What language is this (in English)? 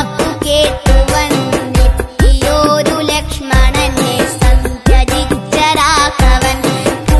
Malayalam